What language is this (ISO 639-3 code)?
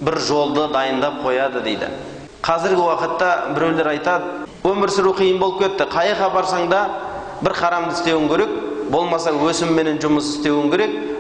kaz